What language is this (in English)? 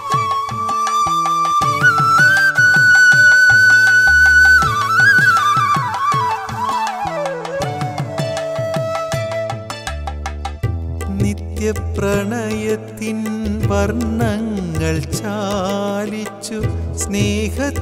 Malayalam